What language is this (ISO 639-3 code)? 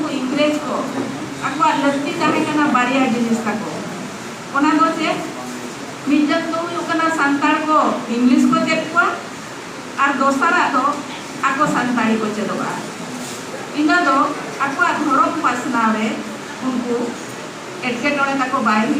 sat